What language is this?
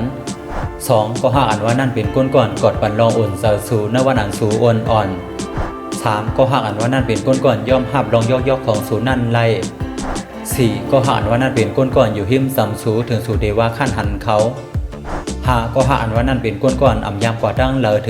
Shan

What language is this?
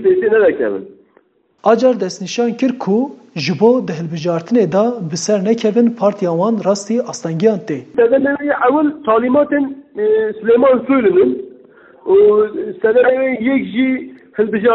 Kurdish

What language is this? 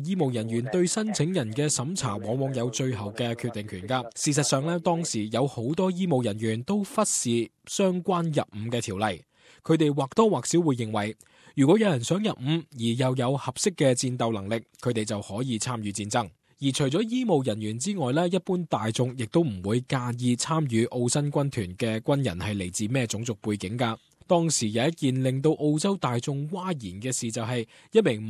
Cantonese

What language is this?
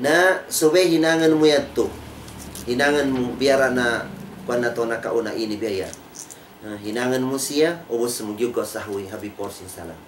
Tausug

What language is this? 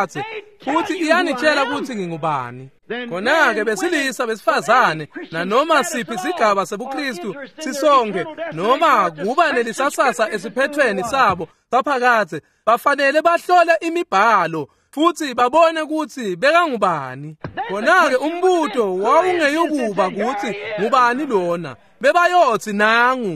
Swati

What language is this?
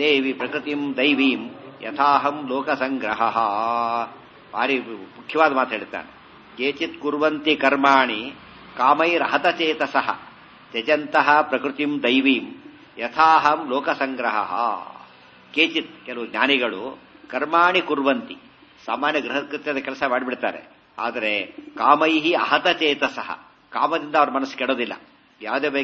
Kannada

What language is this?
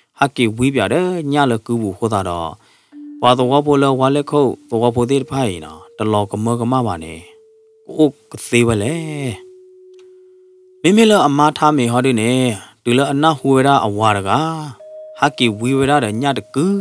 S'gaw Karen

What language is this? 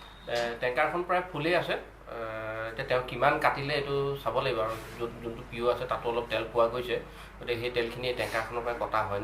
Assamese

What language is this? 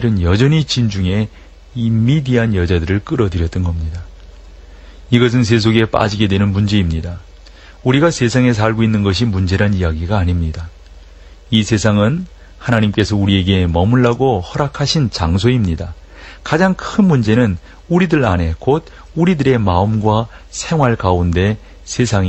Korean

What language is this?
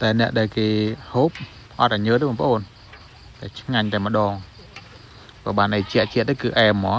Khmer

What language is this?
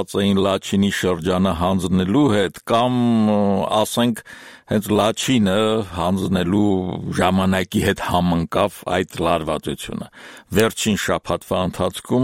Armenian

